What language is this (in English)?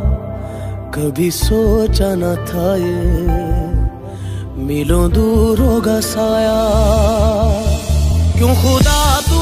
Hindi